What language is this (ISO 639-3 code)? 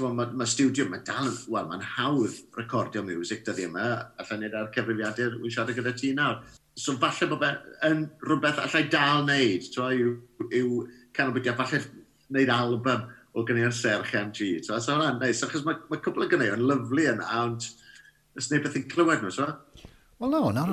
cym